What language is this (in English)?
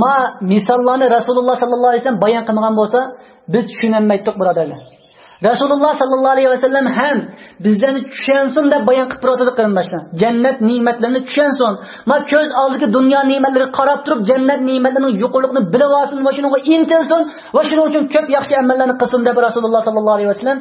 Uyghur